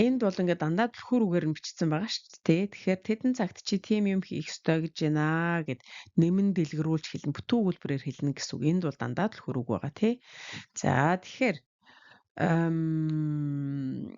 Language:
Mongolian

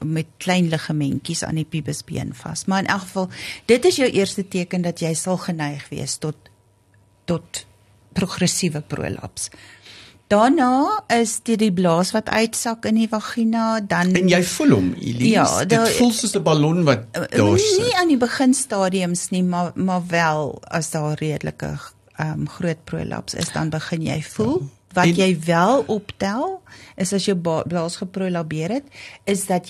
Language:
Afrikaans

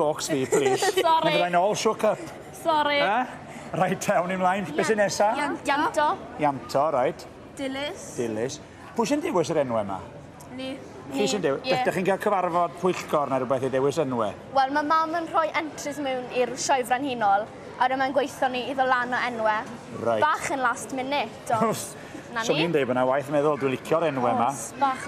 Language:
Welsh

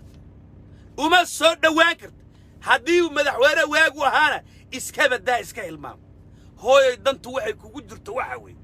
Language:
Somali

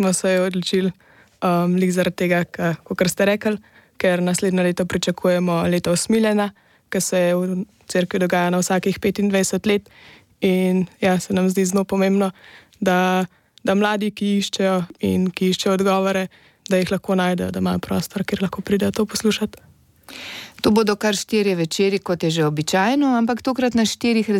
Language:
Slovenian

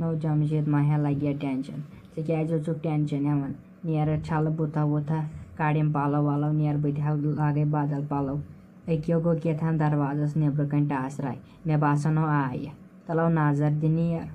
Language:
Kashmiri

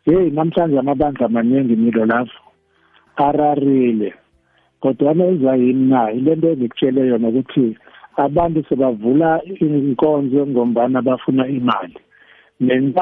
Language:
South Ndebele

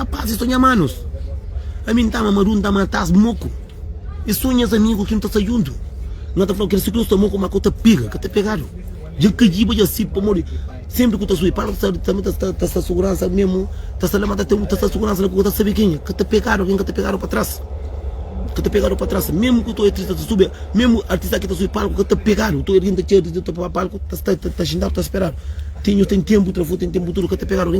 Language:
Kabuverdianu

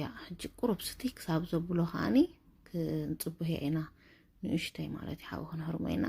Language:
Tigrinya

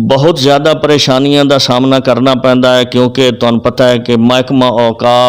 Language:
Western Panjabi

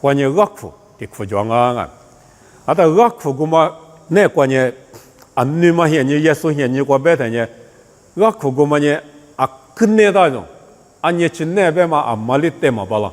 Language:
Lisu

